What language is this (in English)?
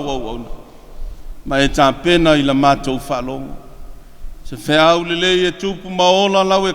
Samoan